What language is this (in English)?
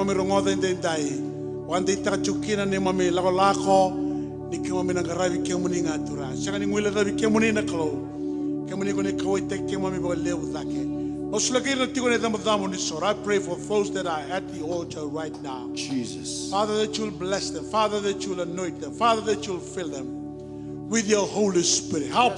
Fijian